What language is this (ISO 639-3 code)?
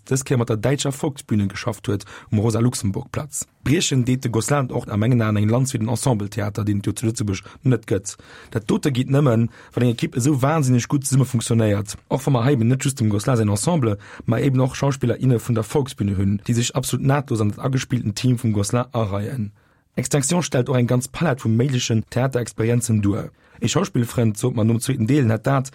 ltz